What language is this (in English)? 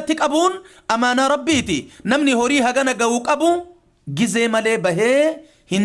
Oromo